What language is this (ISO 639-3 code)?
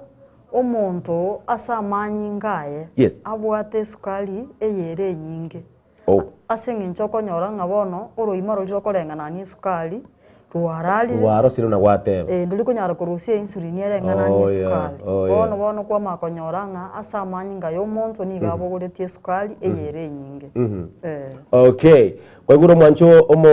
guz